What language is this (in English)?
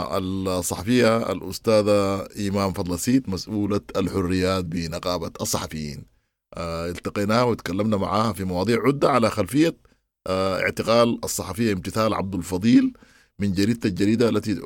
Sudanese Arabic